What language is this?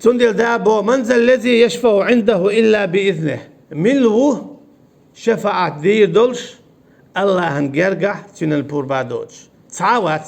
Chechen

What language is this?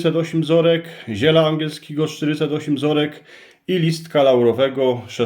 Silesian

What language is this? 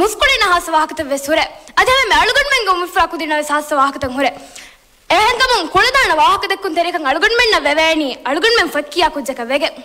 Divehi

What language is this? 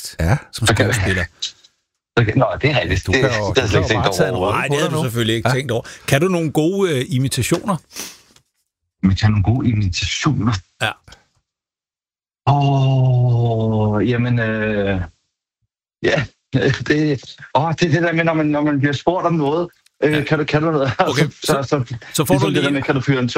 Danish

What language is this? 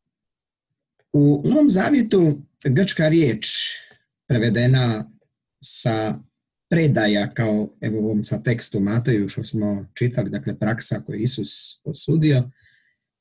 Croatian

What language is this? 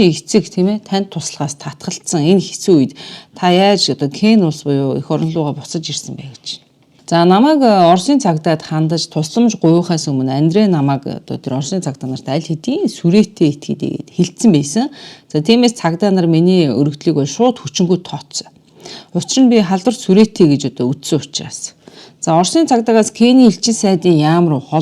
Mongolian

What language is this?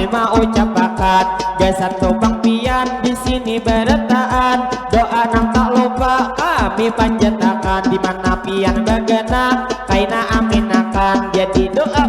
Banjar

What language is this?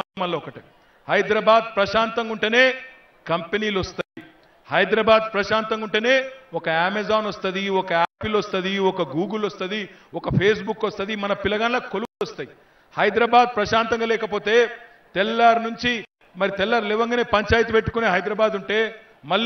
Telugu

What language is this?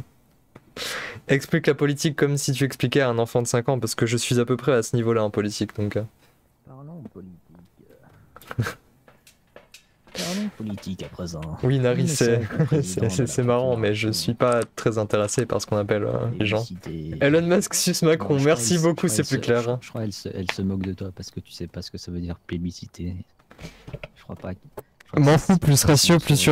French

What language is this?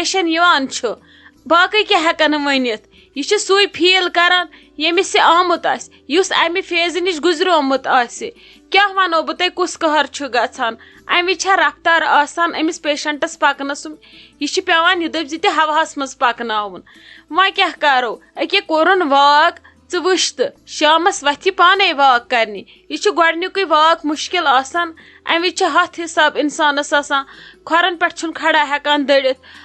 Kashmiri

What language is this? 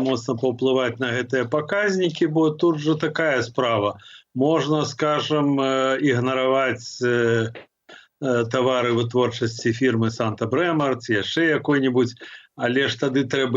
Belarusian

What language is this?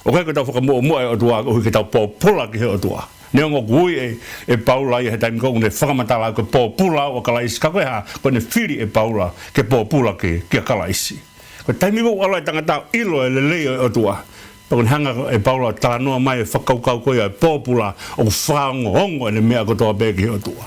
Tongan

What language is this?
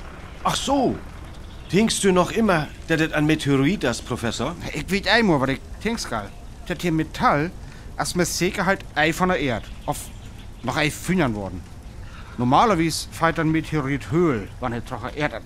Northern Frisian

